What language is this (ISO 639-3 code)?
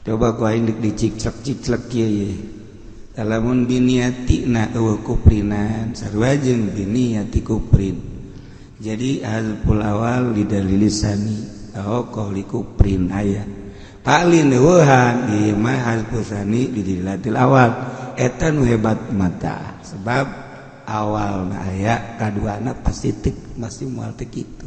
sun